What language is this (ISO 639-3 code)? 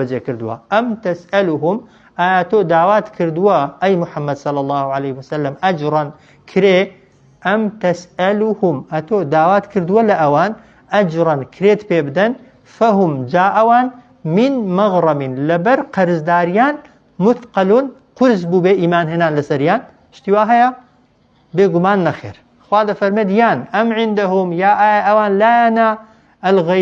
ckb